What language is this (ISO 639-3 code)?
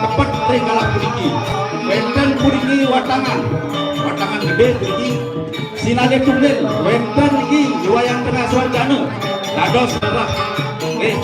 ban